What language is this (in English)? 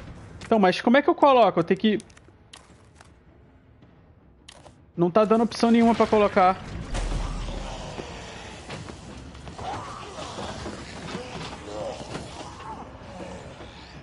Portuguese